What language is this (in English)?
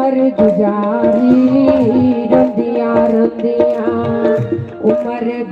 Dogri